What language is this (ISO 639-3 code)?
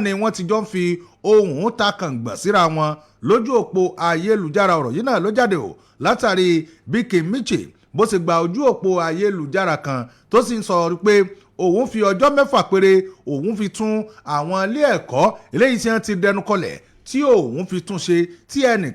yor